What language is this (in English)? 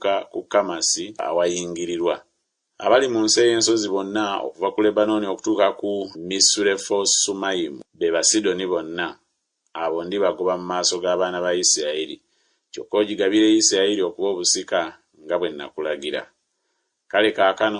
Ganda